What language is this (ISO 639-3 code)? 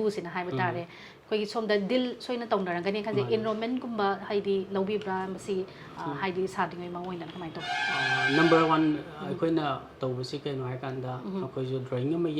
mni